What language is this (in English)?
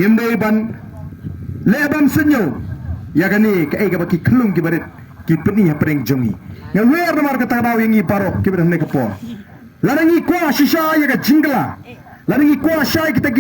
Khasi